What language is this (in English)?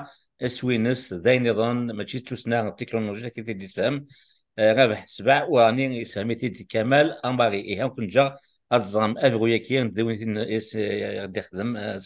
Kabyle